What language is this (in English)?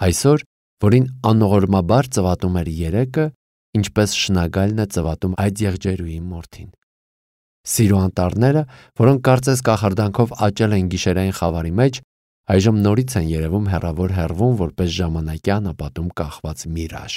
Armenian